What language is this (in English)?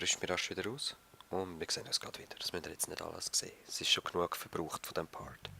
Swiss German